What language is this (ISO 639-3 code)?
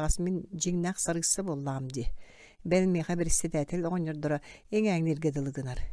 sah